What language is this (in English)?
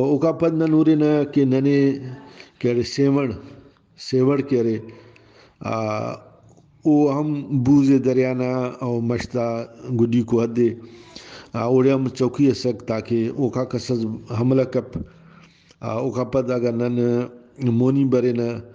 Brahui